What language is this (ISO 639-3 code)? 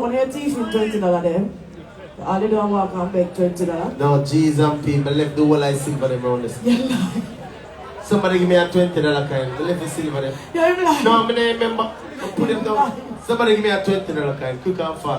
jam